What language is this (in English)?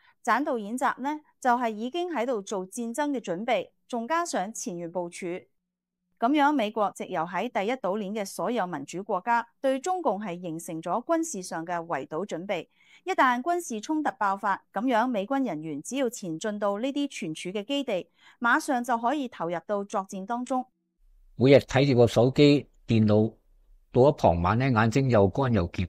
Cantonese